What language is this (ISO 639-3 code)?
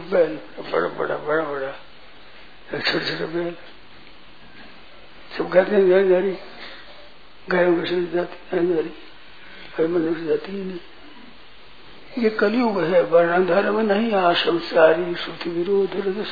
hin